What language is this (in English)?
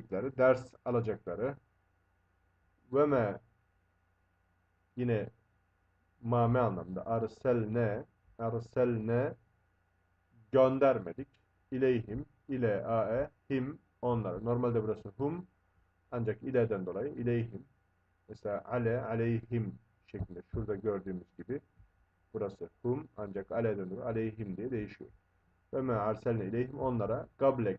Turkish